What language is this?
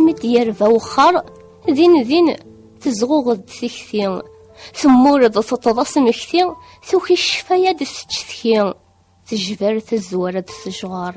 Kabyle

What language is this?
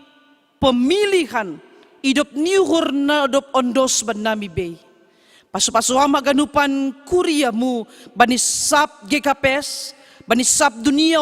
Batak Simalungun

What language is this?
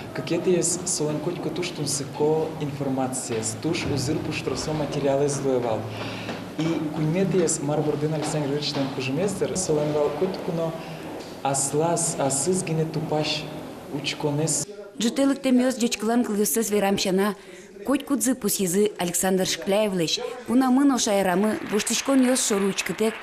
Udmurt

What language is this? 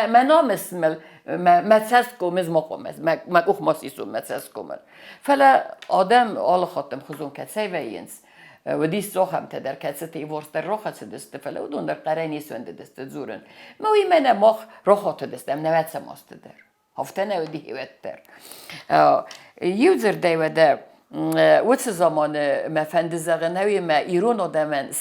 Ossetic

